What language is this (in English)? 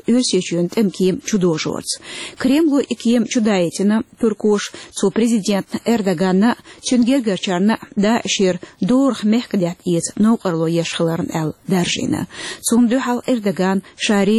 Chechen